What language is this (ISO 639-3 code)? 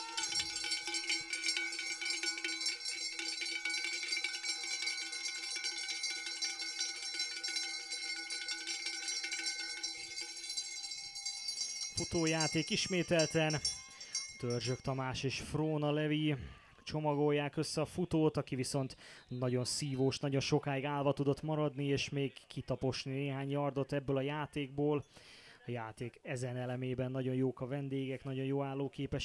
hun